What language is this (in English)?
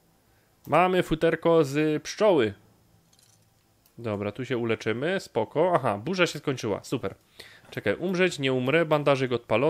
Polish